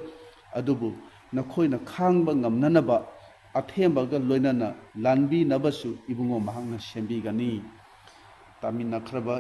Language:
Manipuri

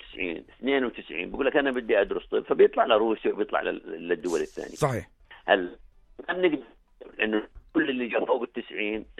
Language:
North Levantine Arabic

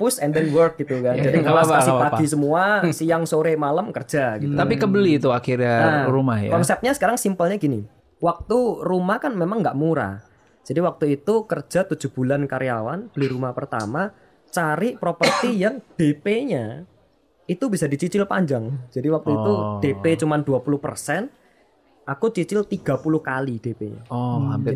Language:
Indonesian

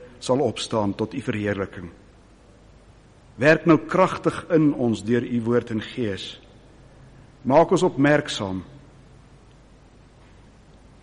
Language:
Afrikaans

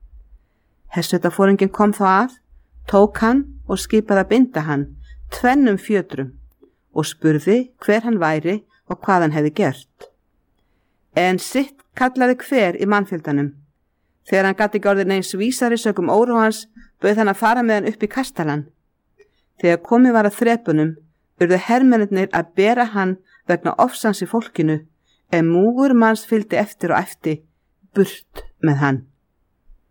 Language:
Icelandic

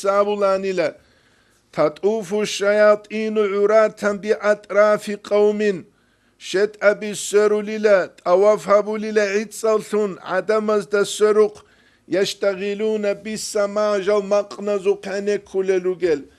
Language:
Avaric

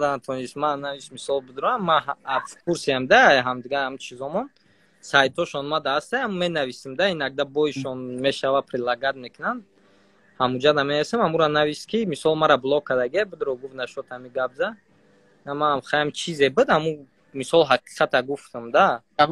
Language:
Tajik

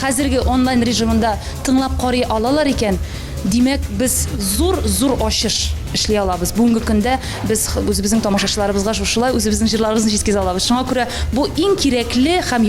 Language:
Tatar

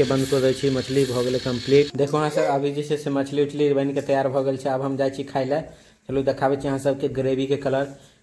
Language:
Maithili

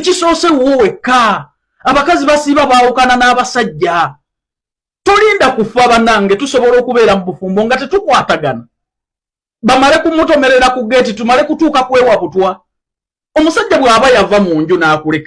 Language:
Ganda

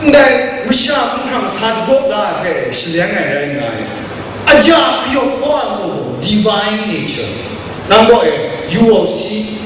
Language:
Kachin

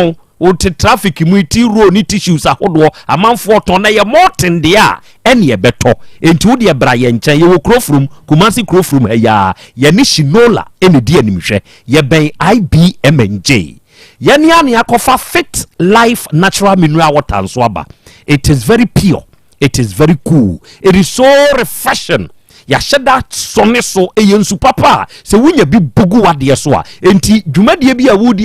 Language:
Akan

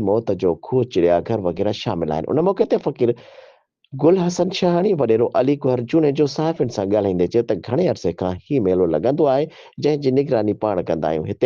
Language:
Sindhi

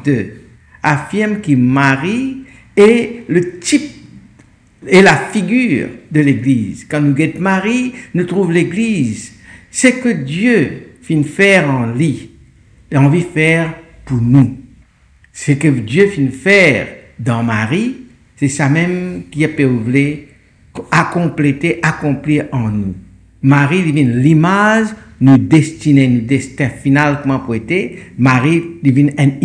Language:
Morisyen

